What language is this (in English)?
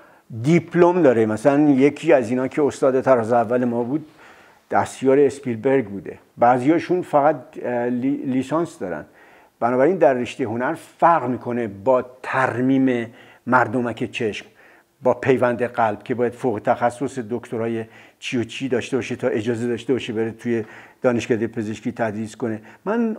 Persian